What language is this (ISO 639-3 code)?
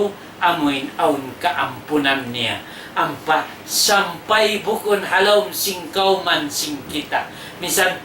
tsg